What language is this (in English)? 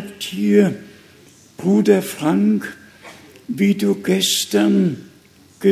German